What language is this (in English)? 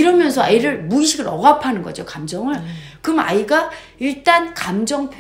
Korean